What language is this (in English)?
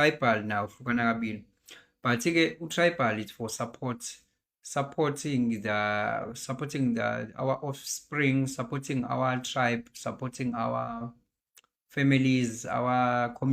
Zulu